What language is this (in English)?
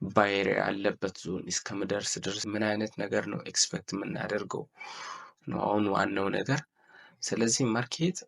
Amharic